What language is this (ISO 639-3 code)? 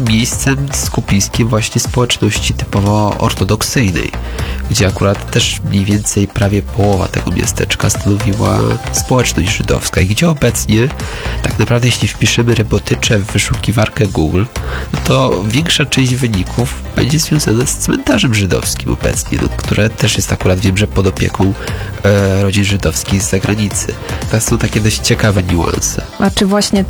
pol